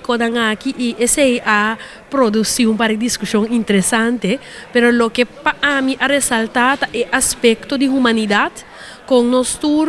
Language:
Papiamento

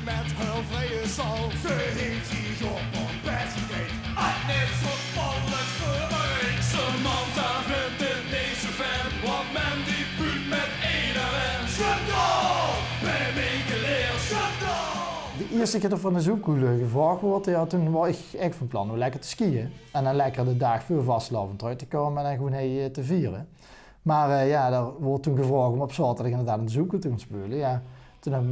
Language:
Limburgish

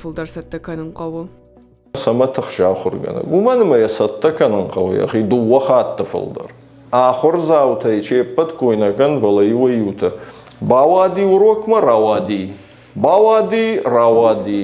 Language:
Ossetic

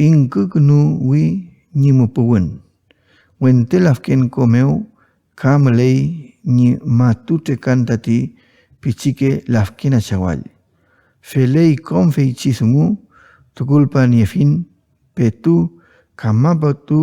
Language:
Mapuche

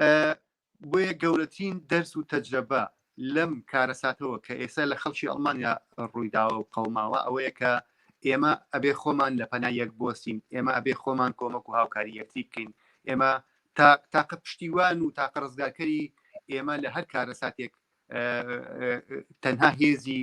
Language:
Central Kurdish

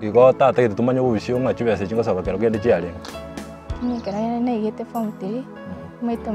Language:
Gusii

